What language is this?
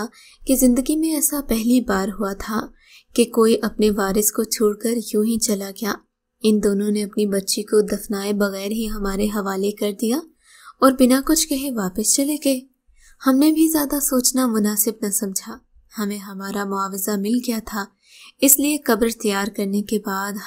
Urdu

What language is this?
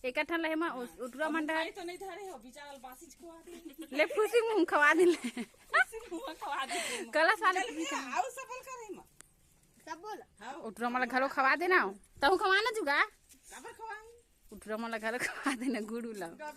Chhattisgarhi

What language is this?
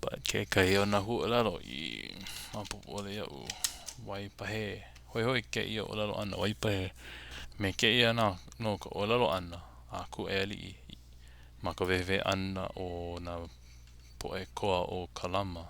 Hawaiian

